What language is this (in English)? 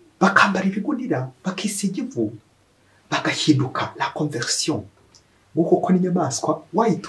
Kinyarwanda